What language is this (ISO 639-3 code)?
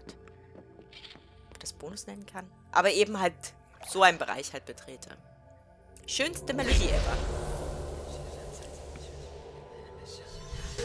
deu